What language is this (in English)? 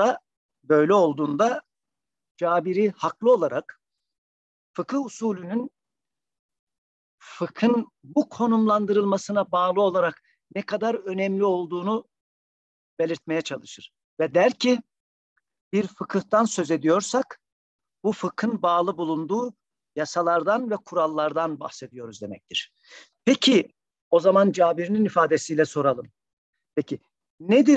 Turkish